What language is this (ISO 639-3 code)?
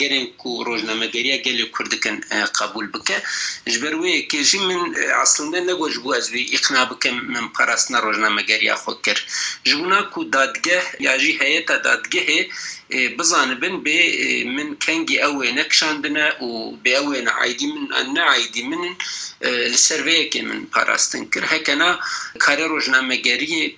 kur